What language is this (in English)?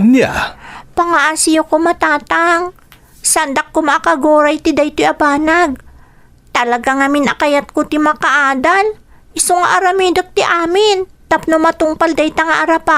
Iloko